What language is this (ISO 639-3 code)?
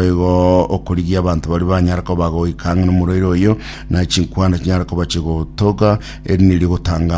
guz